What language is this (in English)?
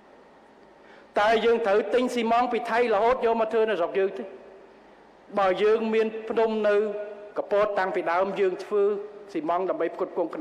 Khmer